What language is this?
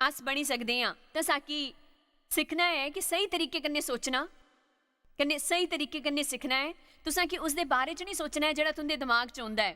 Dogri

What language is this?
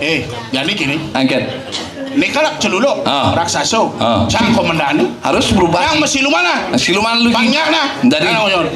Balinese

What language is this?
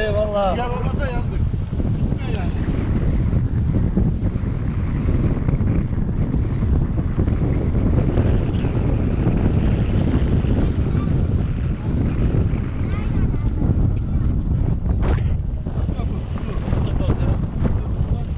Turkish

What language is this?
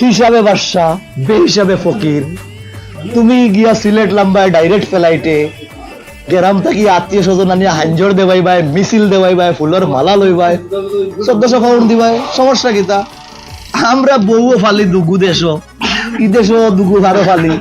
Sylheti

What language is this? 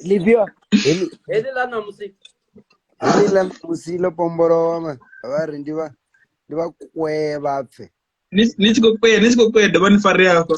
Venda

